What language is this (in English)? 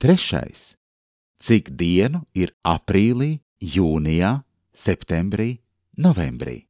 Latvian